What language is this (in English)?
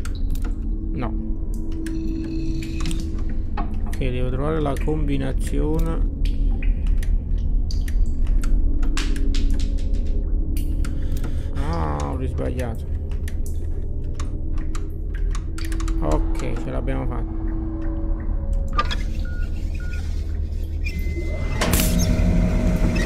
Italian